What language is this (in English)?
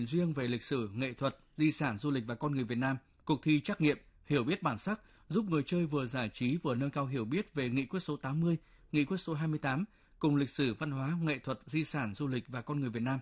Vietnamese